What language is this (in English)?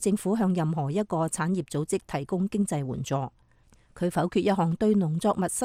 Cantonese